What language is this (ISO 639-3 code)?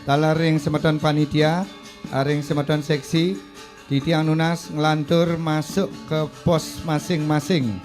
ban